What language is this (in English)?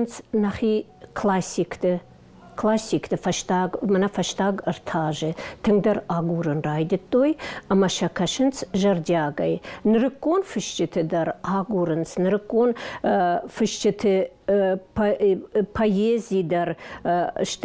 Ossetic